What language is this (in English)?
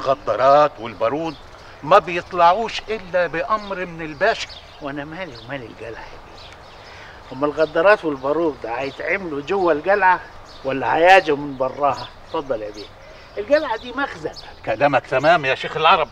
Egyptian Arabic